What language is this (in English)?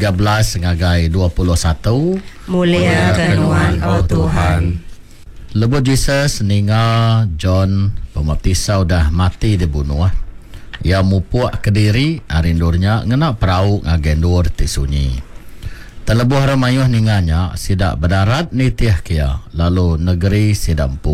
Iban